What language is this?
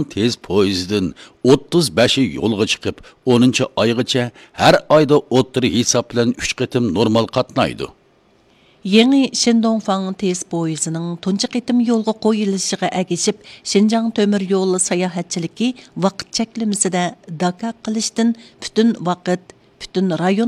Uyghur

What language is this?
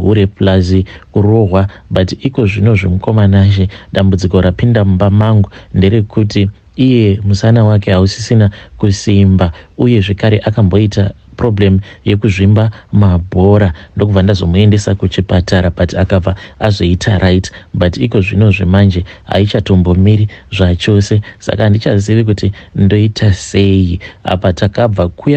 Shona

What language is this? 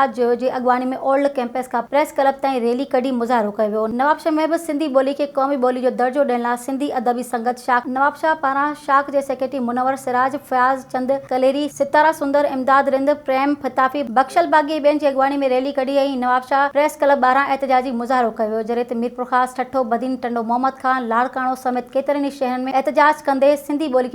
Sindhi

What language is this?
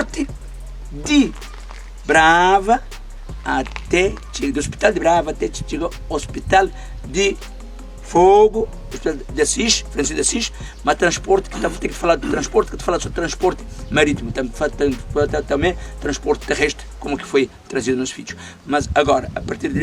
Kabuverdianu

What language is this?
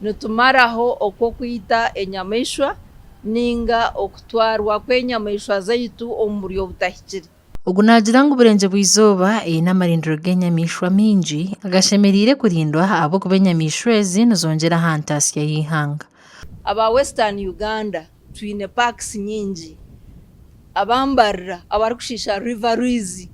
Nyankole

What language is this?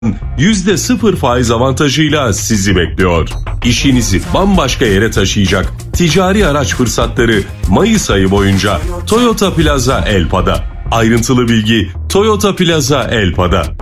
Turkish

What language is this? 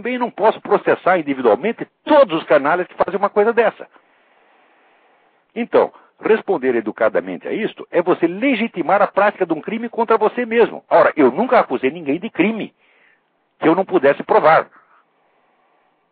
Portuguese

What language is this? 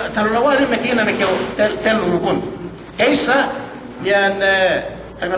Yakan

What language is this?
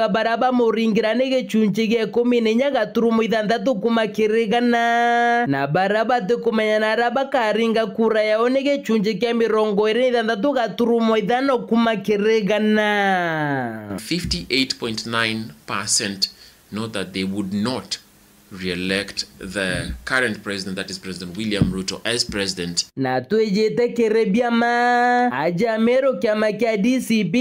Meru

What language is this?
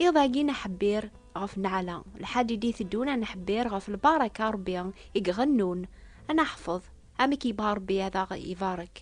Kabyle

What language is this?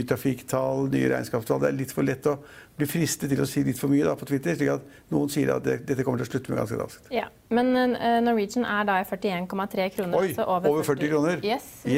Norwegian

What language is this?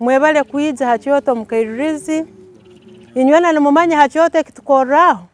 Tooro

